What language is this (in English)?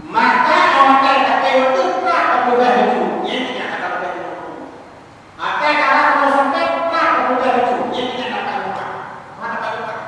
Achinese